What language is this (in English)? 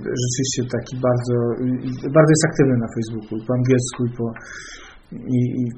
Polish